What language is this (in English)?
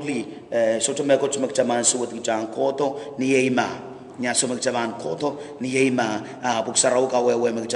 Pohnpeian